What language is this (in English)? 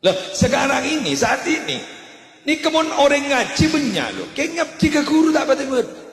Madurese